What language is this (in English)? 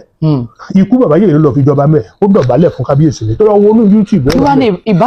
Yoruba